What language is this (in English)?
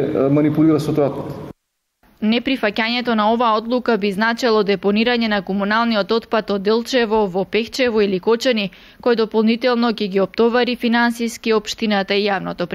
Macedonian